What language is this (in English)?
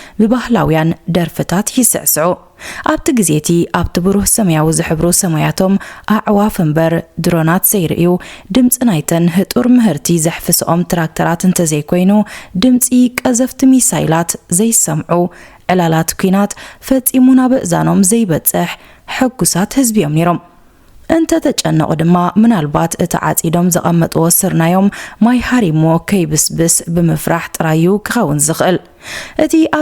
Tigrinya